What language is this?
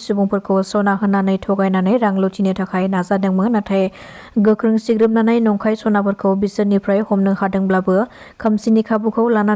Bodo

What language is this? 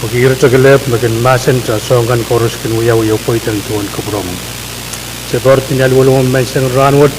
Pohnpeian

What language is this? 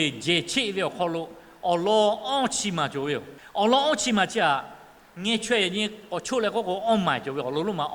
Lahu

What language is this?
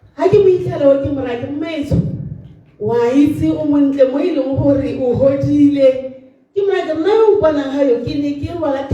Tswana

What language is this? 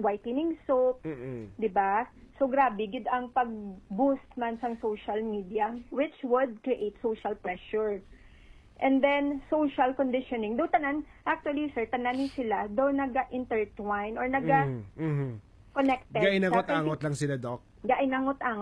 Hiligaynon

